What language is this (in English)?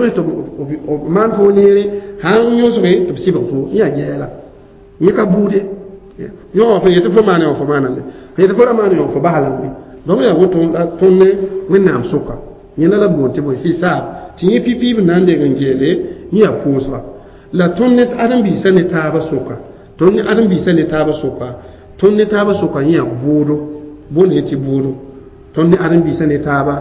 Mossi